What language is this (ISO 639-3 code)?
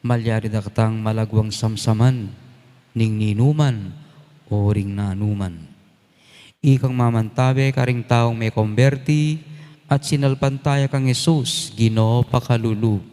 pam